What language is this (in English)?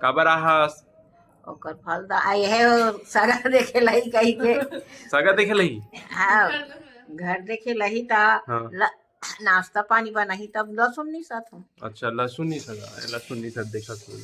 Chhattisgarhi